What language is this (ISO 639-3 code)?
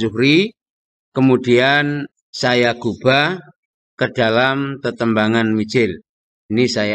jav